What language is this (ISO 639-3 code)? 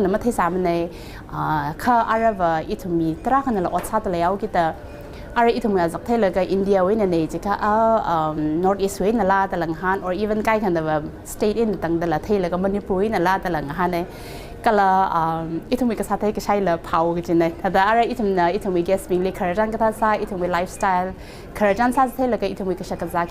nmf